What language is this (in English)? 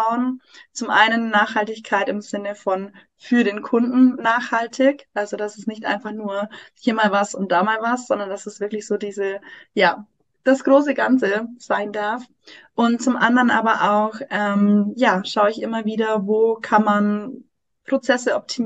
German